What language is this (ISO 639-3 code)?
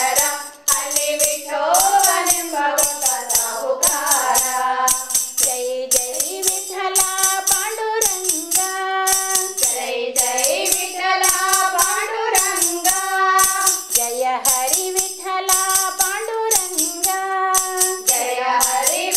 kan